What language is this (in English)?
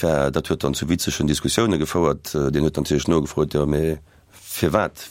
Luxembourgish